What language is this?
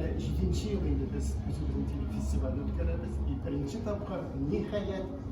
Tatar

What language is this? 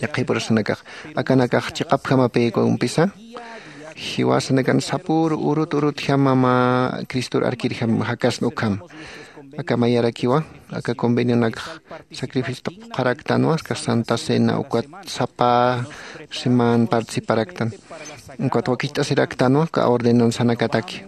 Aymara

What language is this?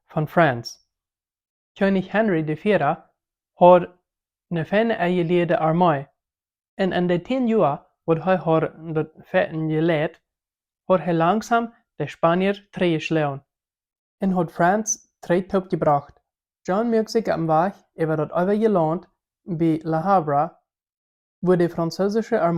Plautdietsch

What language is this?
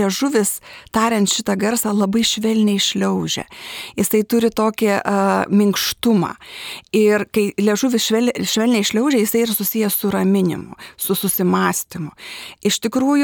Lithuanian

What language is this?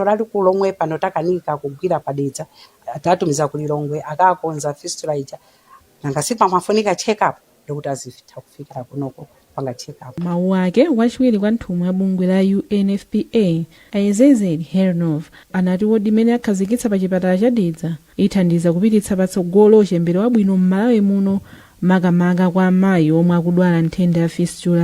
Nyanja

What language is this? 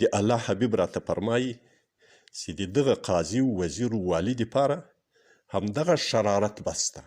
Pashto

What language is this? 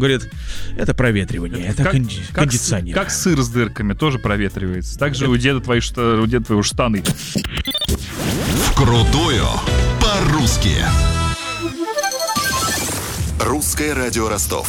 Russian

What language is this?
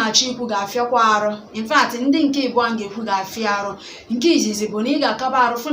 Igbo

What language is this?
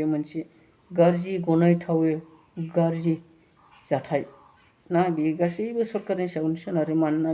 Bodo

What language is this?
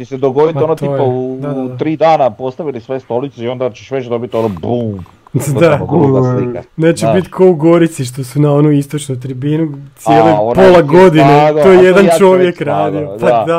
Croatian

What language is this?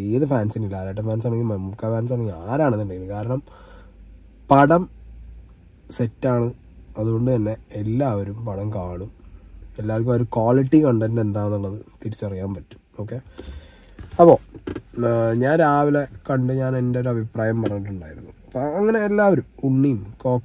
Malayalam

